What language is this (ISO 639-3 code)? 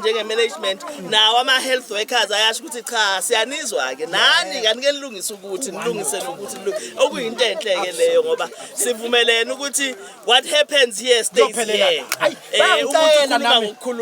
zul